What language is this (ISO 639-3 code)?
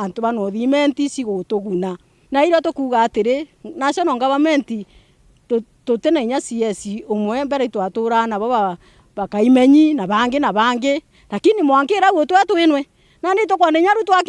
mer